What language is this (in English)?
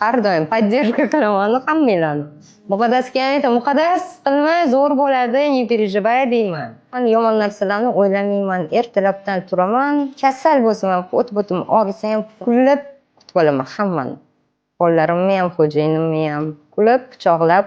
Uzbek